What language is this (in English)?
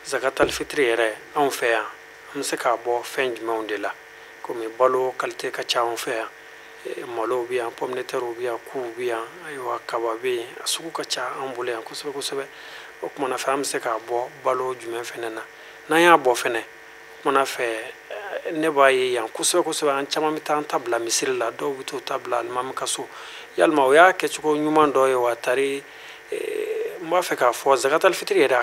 Bambara